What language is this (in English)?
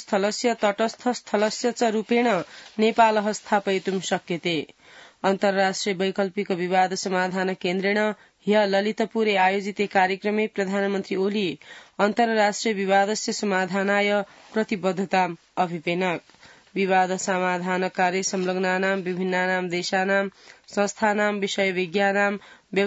Sanskrit